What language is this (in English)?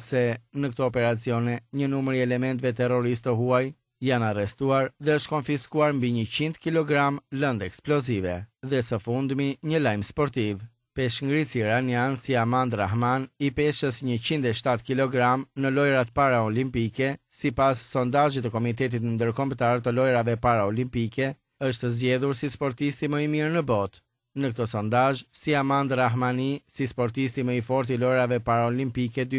Albanian